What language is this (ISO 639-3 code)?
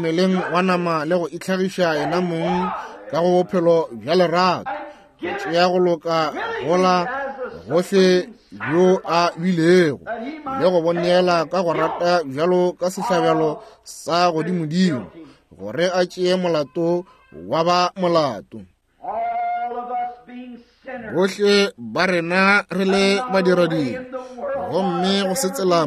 nso